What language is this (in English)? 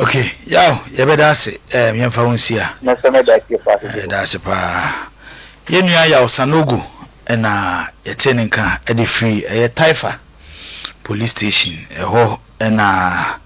Akan